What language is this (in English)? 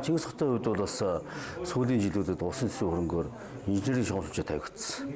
Mongolian